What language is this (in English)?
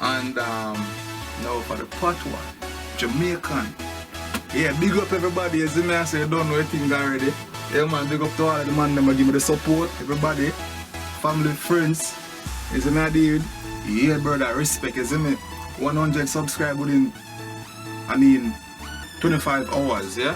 Jamaican Creole English